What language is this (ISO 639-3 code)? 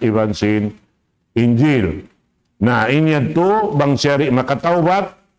tsg